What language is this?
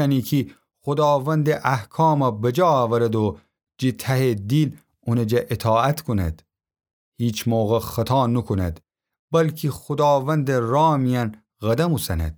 Gilaki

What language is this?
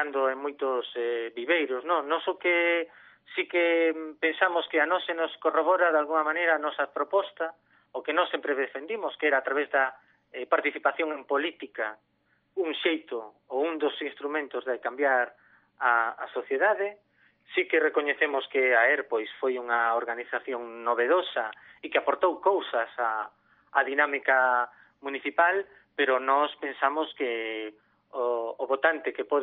Galician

